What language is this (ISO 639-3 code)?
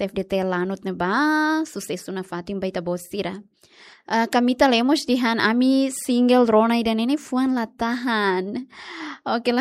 tet